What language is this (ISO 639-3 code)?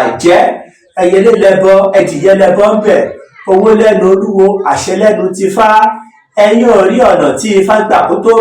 yor